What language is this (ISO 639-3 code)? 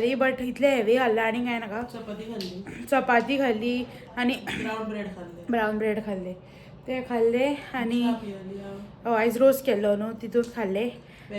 kok